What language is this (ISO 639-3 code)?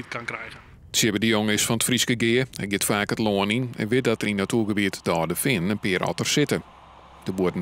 fry